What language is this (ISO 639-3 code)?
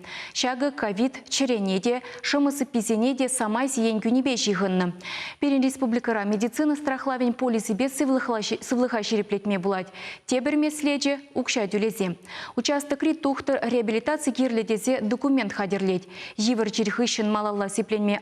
chv